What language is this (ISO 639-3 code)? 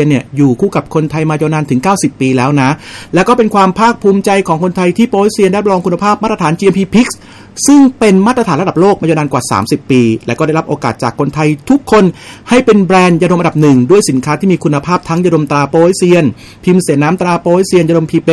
tha